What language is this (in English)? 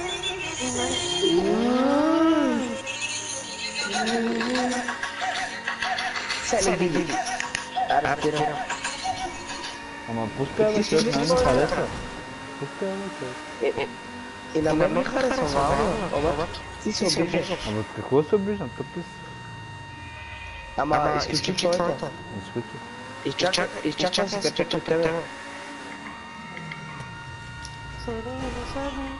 Bulgarian